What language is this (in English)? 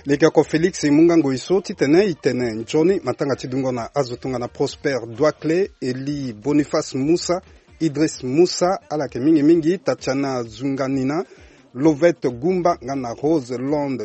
Sango